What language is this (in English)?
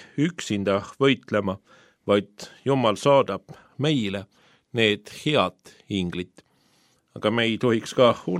Estonian